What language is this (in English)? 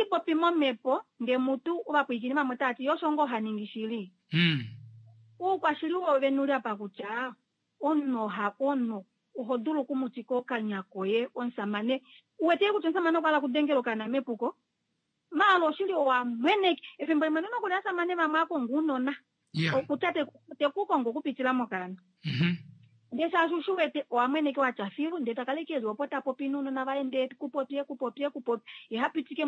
Kuanyama